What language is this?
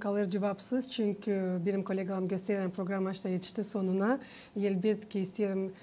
Gagauz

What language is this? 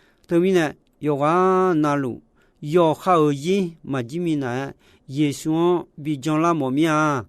Akha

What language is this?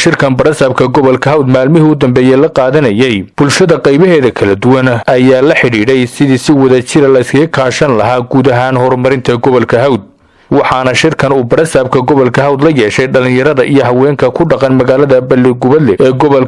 Somali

